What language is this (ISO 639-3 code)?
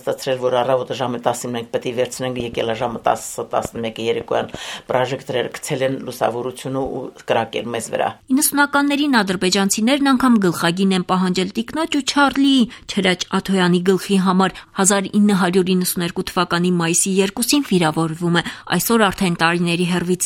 hye